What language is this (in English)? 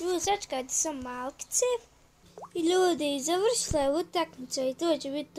Bosnian